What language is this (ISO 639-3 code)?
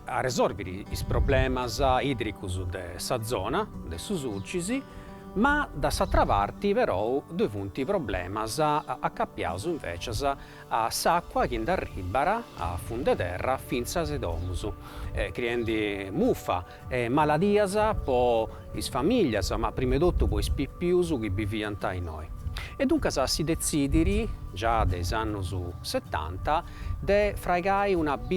srd